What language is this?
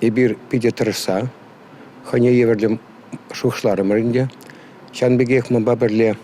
Chuvash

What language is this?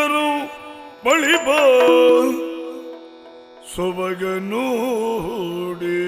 Kannada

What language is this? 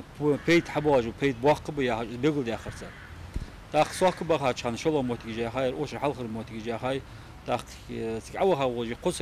Ingush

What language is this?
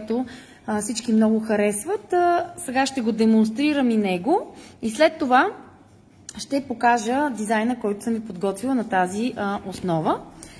Bulgarian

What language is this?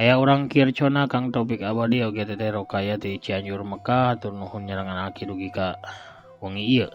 Sundanese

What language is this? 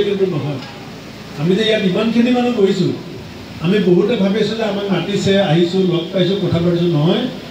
Assamese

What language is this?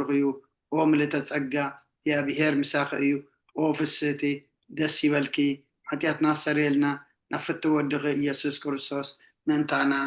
Tigrinya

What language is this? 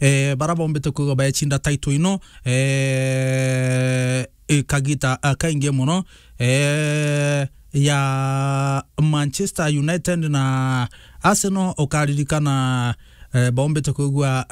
Meru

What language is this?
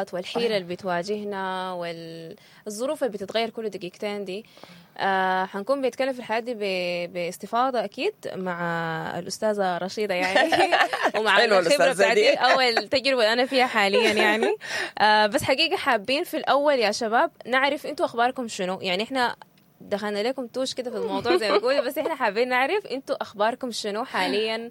Sudanese Arabic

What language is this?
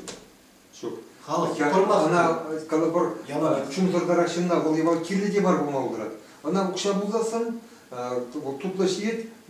Chuvash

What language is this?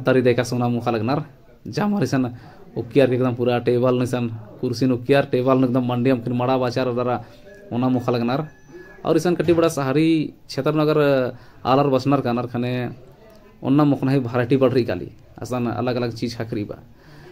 Kurukh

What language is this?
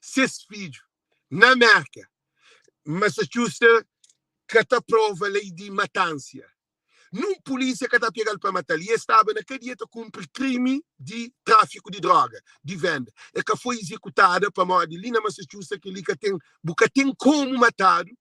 Kabuverdianu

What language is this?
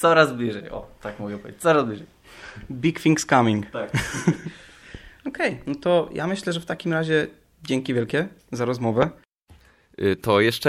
Polish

